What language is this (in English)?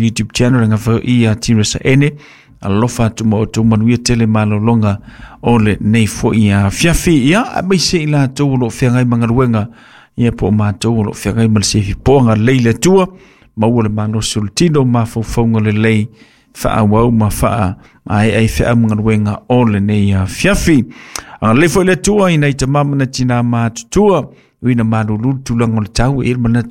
Samoan